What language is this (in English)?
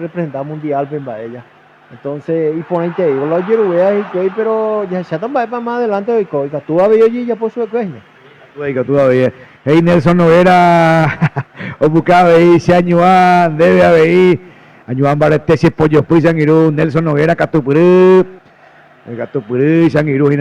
Guarani